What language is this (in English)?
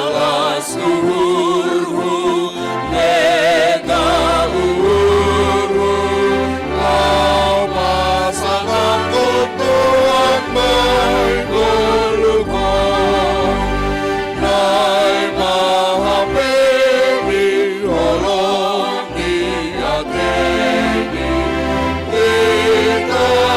Batak Simalungun